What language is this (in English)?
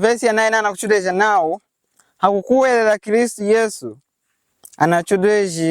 Lunda